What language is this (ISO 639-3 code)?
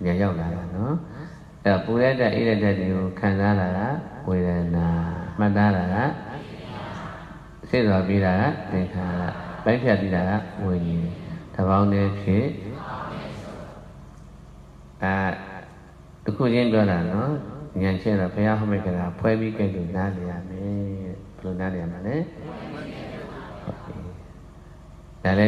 mya